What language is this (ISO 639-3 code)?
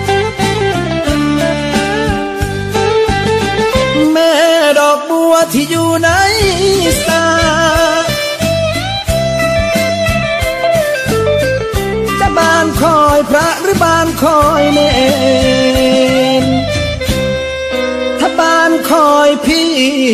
tha